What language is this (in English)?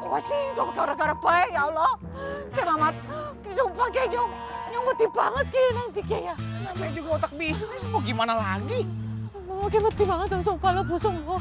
Betawi